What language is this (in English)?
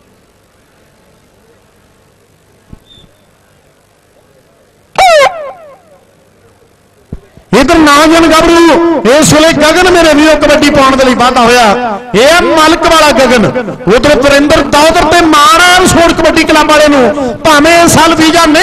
Punjabi